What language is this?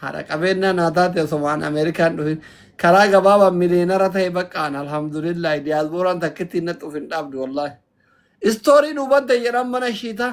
Oromo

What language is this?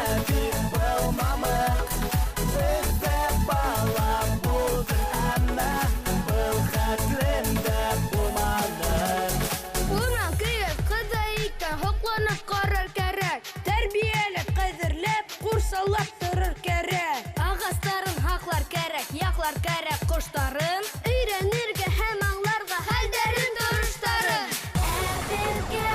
Bashkir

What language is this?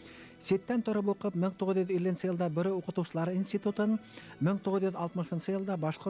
Bashkir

